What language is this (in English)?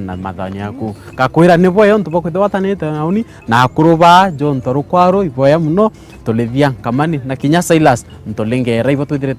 Meru